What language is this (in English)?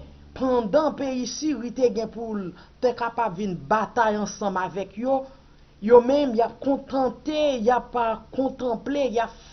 Haitian Creole